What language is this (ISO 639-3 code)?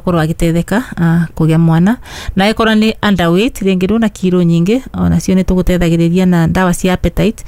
kik